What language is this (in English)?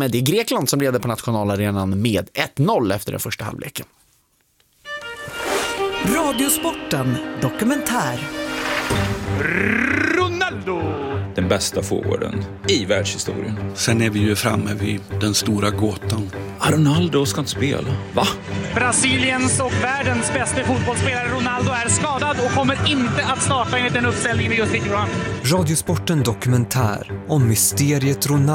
Swedish